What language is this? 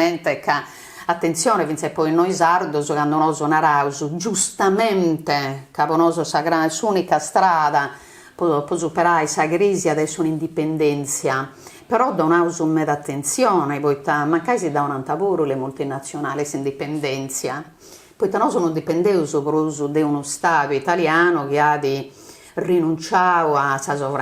Sardinian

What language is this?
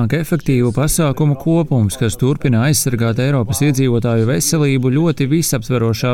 Latvian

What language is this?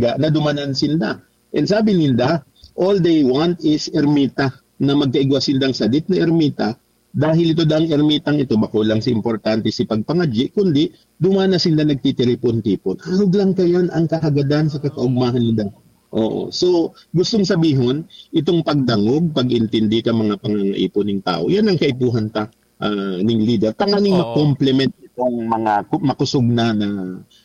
Bikol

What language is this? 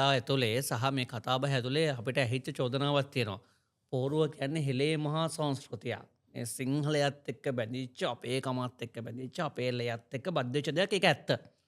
Sinhala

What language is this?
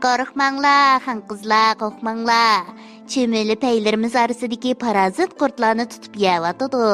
Uyghur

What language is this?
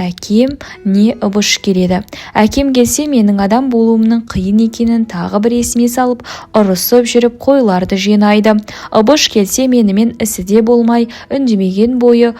Kazakh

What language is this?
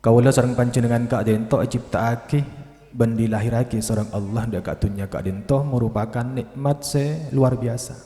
Madurese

